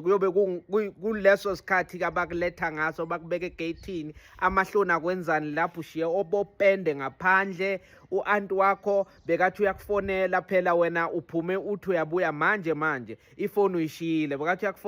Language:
Zulu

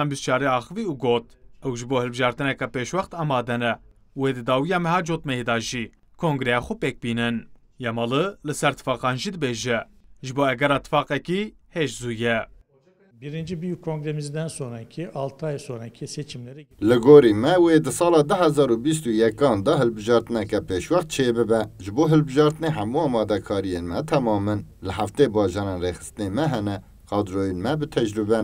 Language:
Kurdish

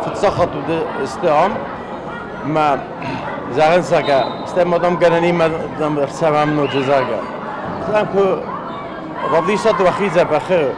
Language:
Ossetic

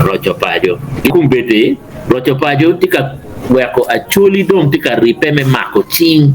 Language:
Acoli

